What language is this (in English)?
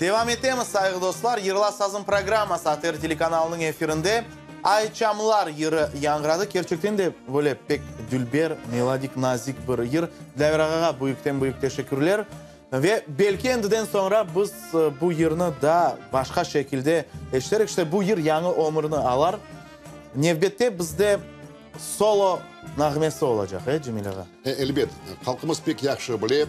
Crimean Tatar